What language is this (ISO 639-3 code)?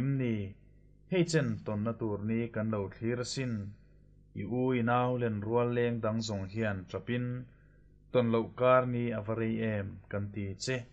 lus